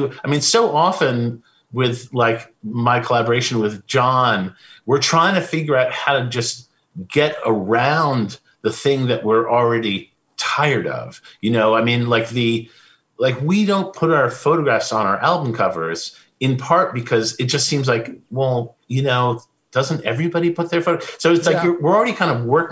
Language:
English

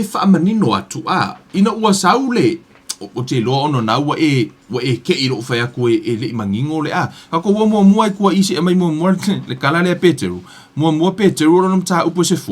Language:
Samoan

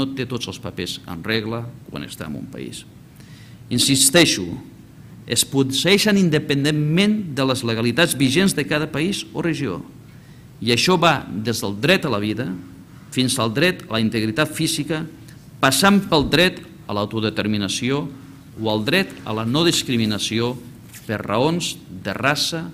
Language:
Catalan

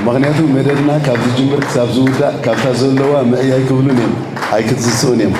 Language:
Tigrinya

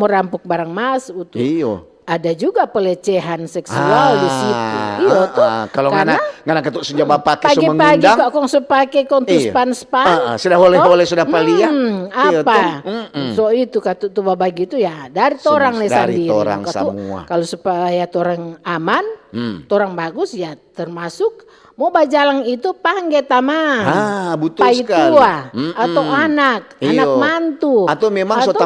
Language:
Manado Malay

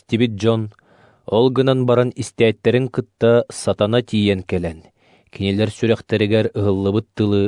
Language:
Yakut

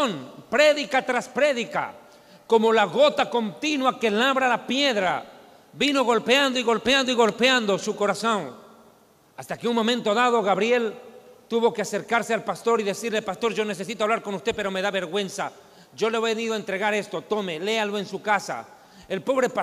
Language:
Spanish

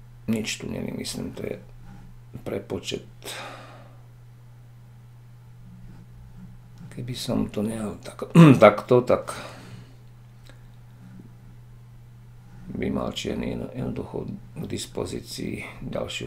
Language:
Slovak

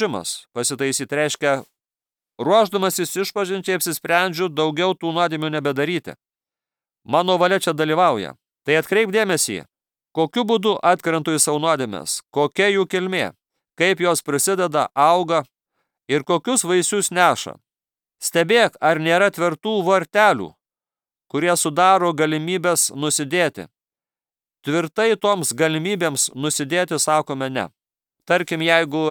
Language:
Lithuanian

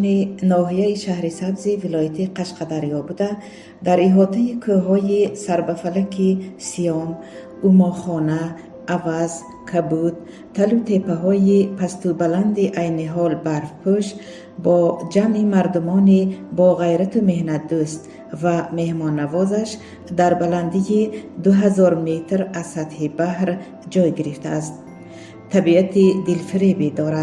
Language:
Tajik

